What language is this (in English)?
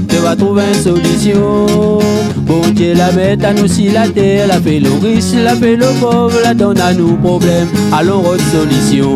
Réunion Creole French